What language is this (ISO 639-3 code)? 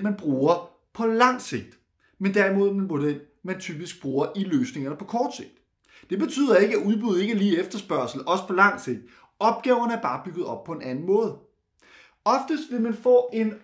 dan